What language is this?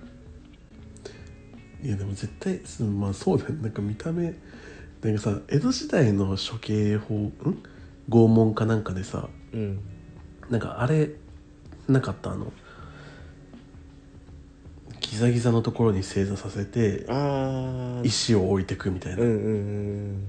Japanese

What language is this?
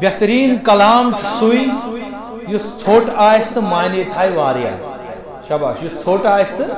Kashmiri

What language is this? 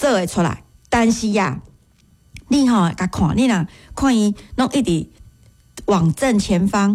Min Nan Chinese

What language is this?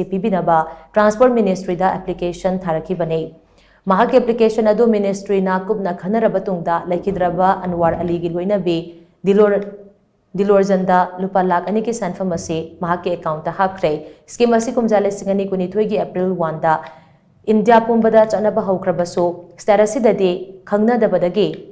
Manipuri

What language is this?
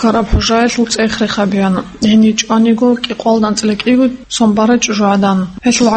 Avaric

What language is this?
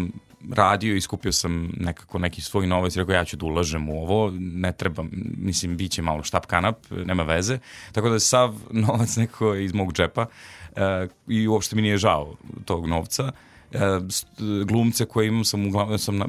Serbian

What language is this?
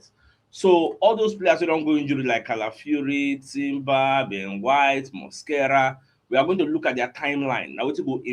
Nigerian Pidgin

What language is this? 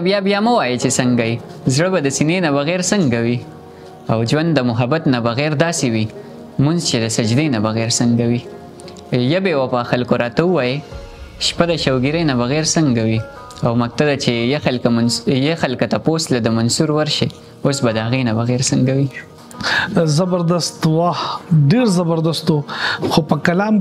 Pashto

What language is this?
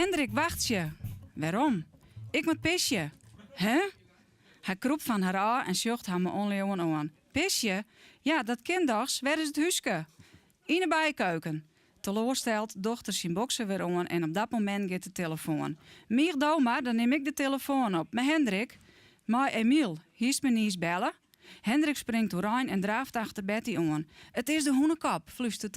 Western Frisian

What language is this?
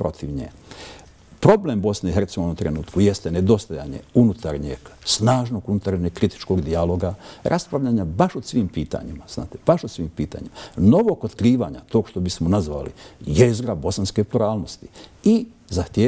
Bosnian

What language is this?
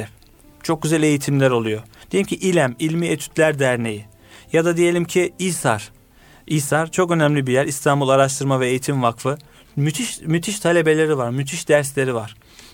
Turkish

